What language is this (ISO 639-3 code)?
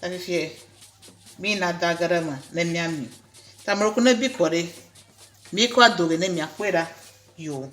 ewe